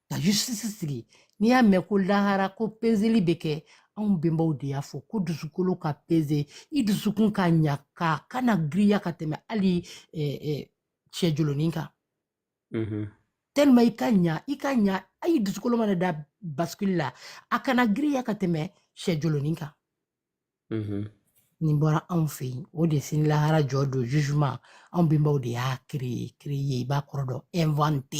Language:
Bambara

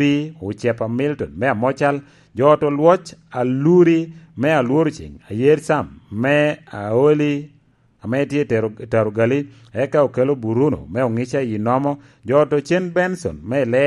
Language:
Lango (Uganda)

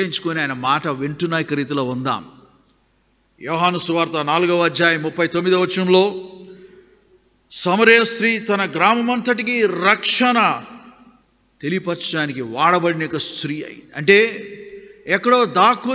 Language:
Telugu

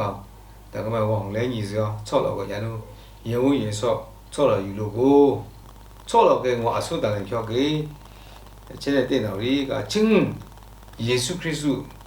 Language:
Lashi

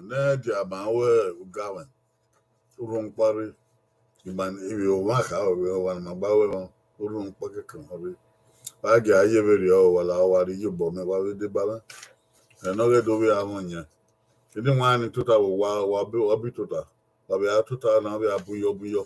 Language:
Bini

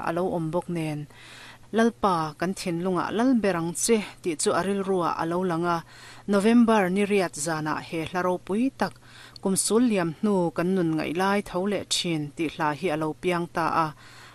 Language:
Mizo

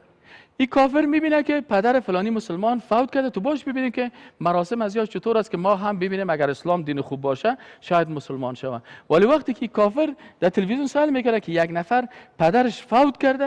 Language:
Persian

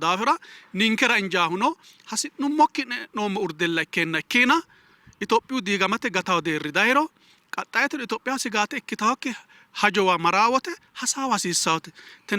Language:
Sidamo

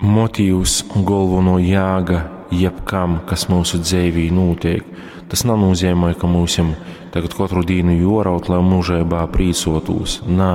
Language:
Latgalian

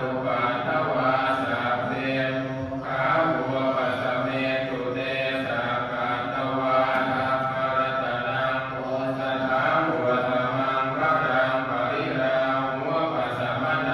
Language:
Pali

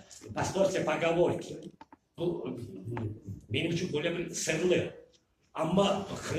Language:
Crimean Tatar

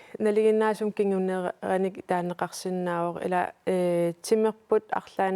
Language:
Kalaallisut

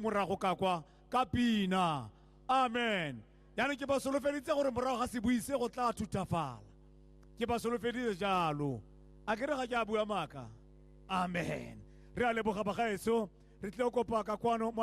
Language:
Tswana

